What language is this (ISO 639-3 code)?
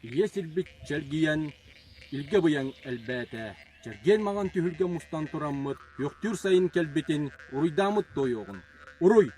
sah